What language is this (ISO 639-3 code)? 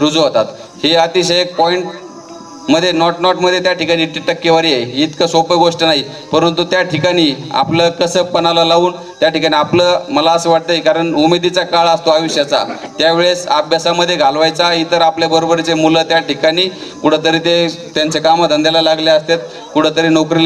mar